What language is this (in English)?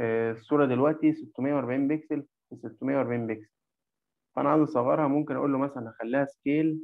Egyptian Arabic